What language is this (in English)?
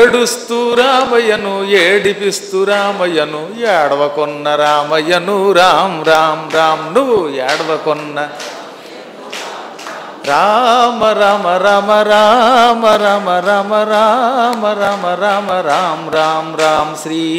Telugu